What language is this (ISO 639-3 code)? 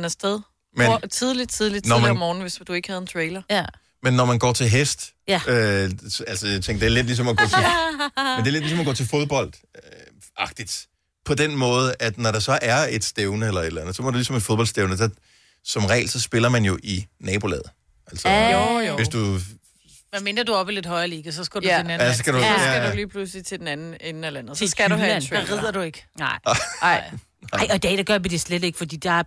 dan